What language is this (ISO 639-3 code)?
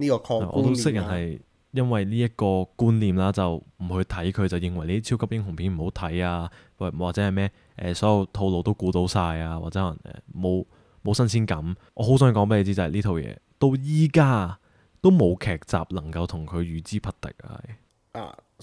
yue